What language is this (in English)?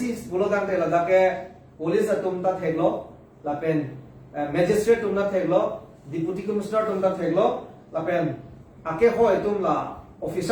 Karbi